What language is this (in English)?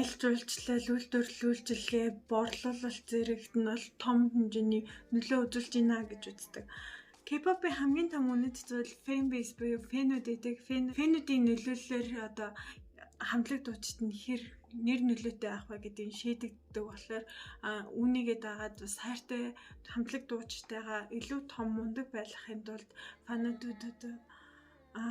Mongolian